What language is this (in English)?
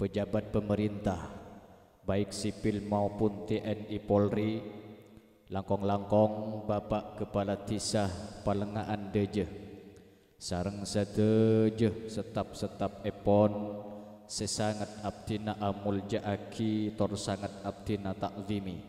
Madurese